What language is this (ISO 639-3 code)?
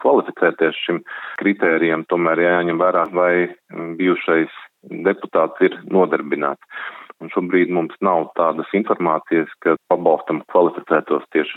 lav